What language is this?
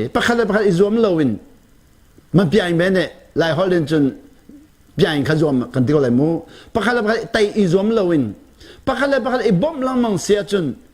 Hakha Chin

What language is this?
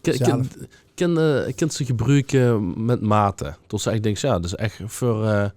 Limburgish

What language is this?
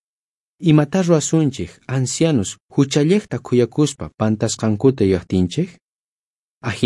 South Bolivian Quechua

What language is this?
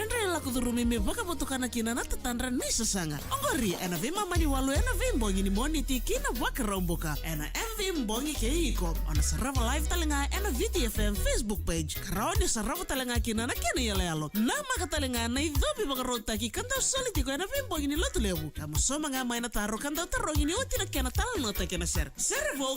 Fijian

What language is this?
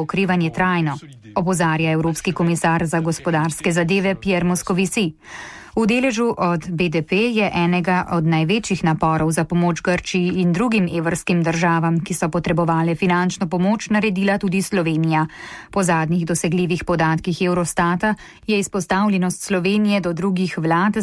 Slovenian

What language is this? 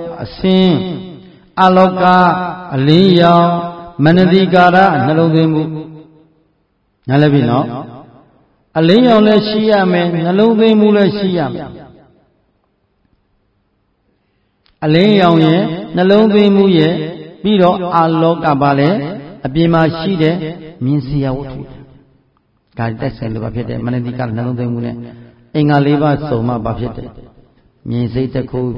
Burmese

